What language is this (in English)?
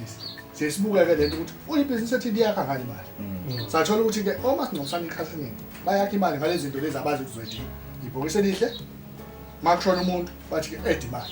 Zulu